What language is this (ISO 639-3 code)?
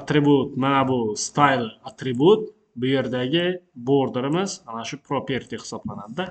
uzb